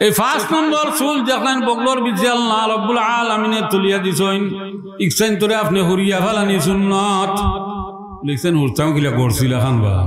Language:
Sylheti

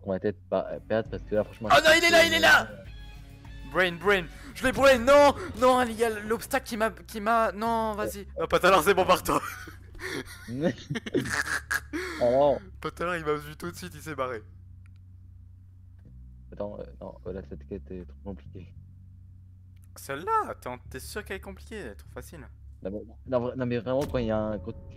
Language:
French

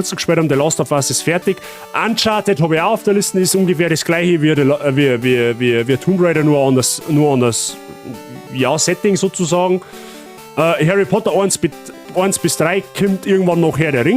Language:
Bavarian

